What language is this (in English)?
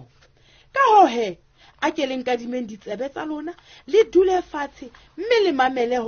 Southern Sotho